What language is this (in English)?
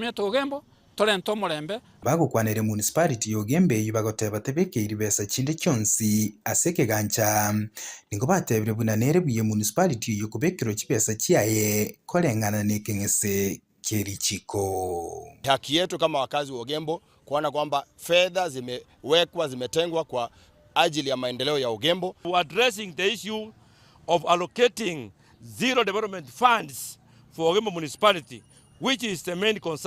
Gusii